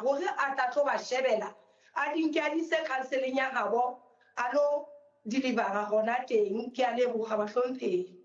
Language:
Southern Sotho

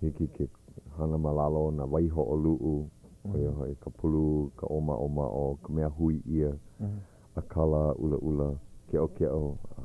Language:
Hawaiian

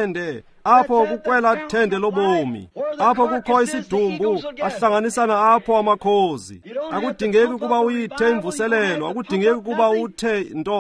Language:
Xhosa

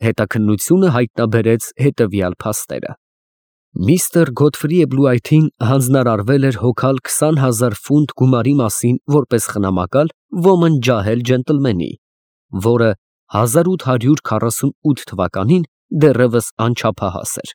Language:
Armenian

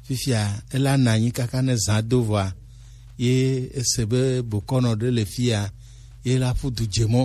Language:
Gen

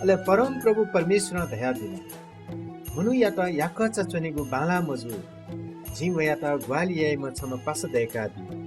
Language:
Newari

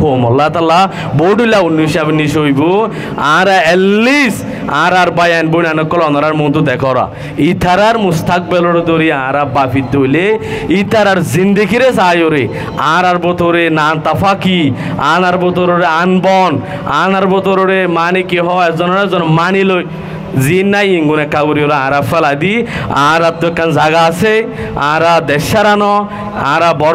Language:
Rohingya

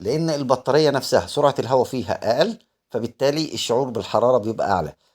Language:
Egyptian Arabic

